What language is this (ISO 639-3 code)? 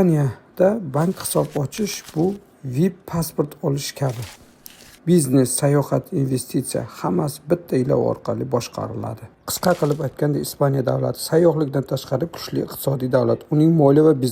uzb